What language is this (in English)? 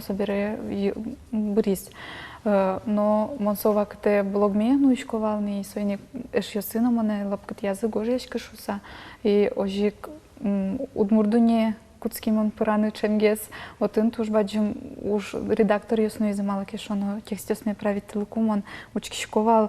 Udmurt